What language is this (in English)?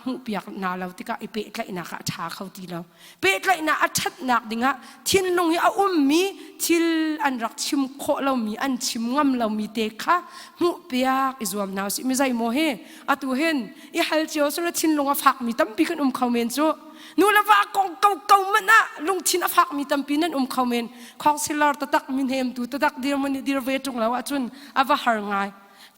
Hakha Chin